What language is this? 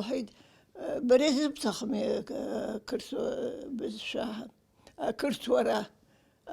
Abkhazian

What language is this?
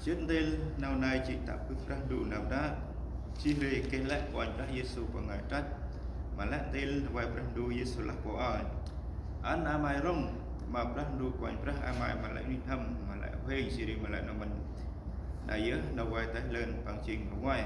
Central Mnong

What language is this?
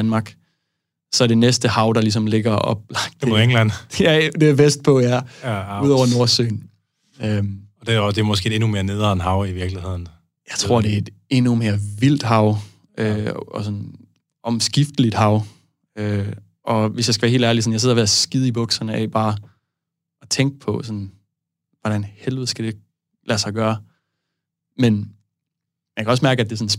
Danish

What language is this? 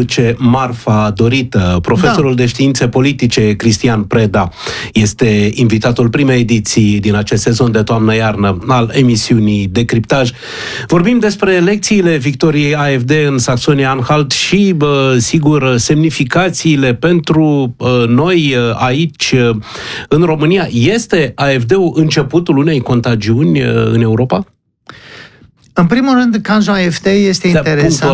Romanian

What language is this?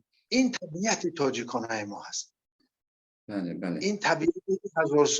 Persian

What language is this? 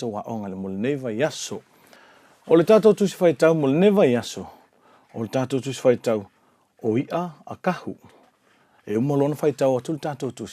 Samoan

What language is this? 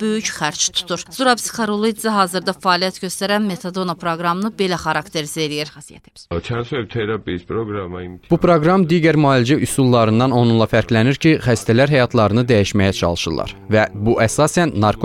Azerbaijani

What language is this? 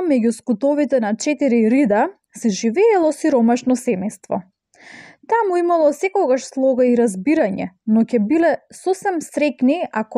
Macedonian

